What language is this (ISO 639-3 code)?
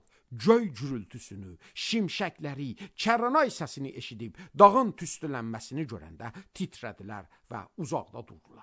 aze